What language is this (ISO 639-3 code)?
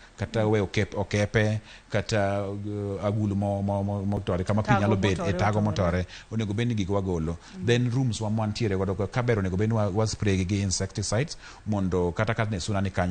luo